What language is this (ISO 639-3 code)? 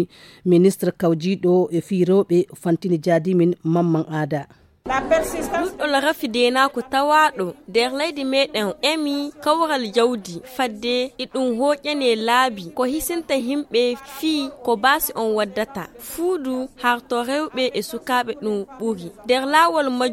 ful